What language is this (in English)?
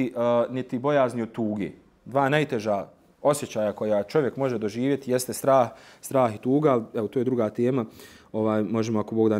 Bosnian